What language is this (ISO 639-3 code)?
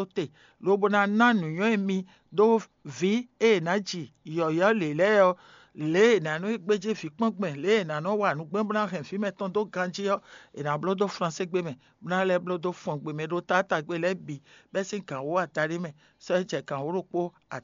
fon